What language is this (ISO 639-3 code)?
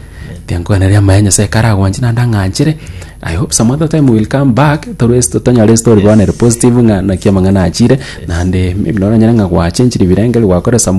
guz